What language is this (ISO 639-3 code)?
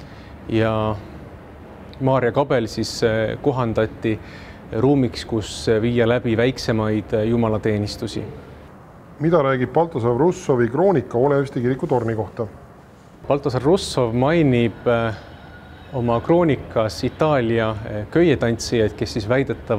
est